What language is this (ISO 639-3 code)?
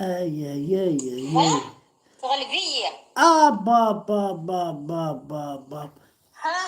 kab